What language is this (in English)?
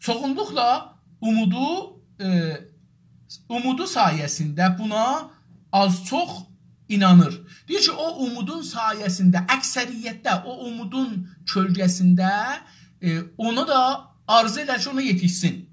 South Azerbaijani